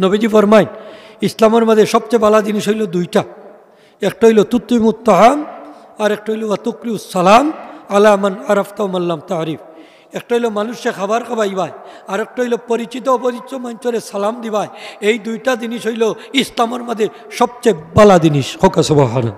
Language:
Sylheti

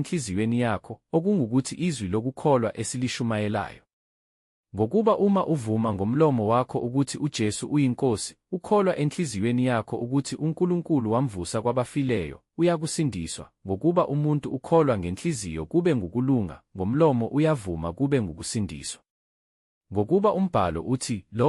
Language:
Zulu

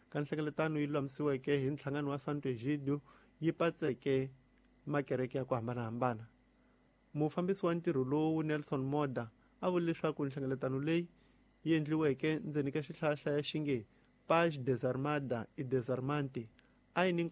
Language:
Tsonga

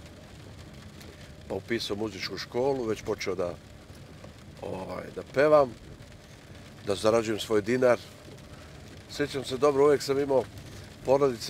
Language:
Serbian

